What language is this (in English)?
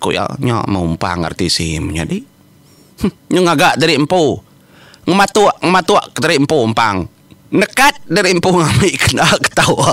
Iban